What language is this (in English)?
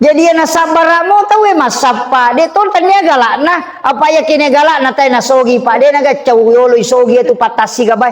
Buginese